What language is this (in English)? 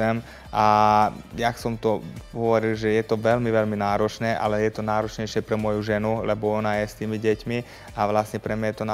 Slovak